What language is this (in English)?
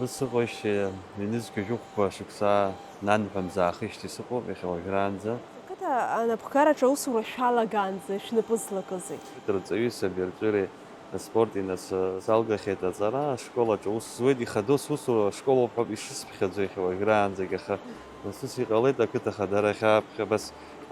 Abkhazian